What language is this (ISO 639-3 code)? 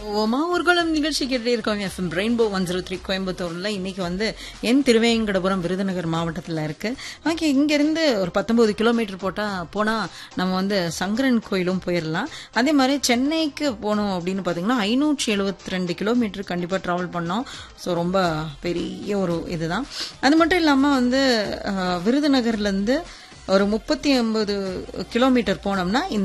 tam